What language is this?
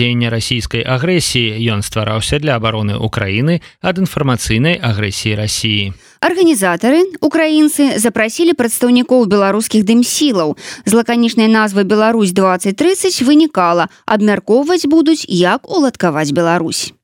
Belarusian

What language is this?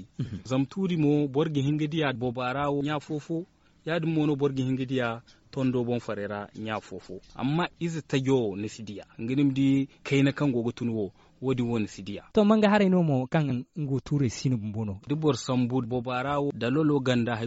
Zarma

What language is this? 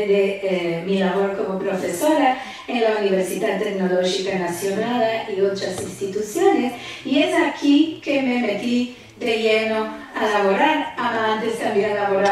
Ladino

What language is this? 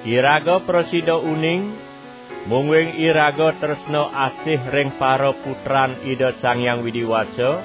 Balinese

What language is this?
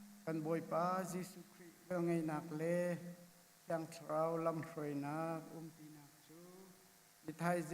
Hakha Chin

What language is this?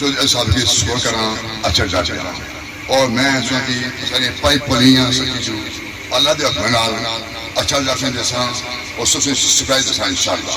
Pahari-Potwari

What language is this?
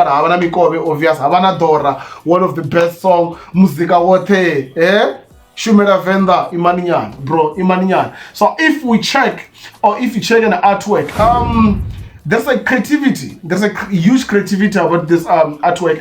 Venda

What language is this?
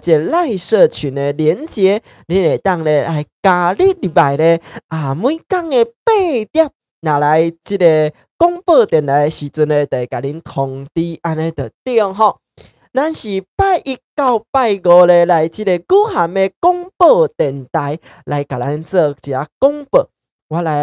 Min Nan Chinese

